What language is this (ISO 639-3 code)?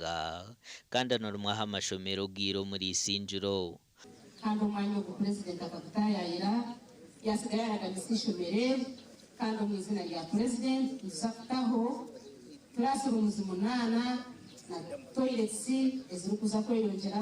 nyn